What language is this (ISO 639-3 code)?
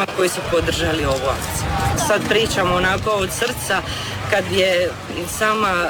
hrv